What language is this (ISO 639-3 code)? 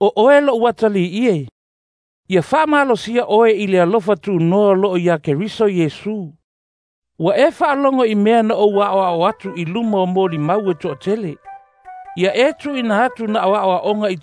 smo